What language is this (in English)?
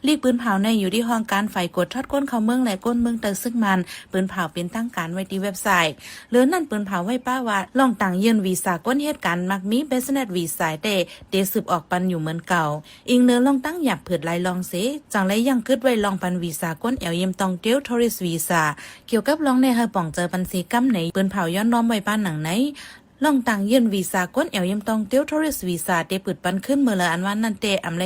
Shan